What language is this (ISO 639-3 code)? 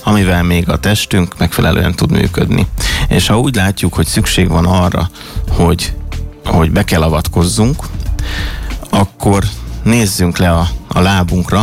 hun